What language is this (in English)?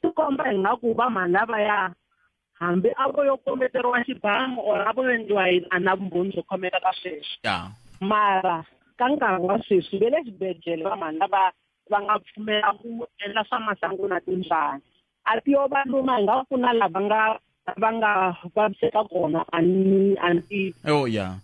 Tsonga